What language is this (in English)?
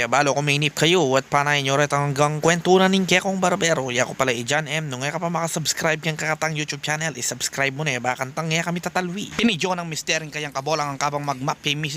Pampanga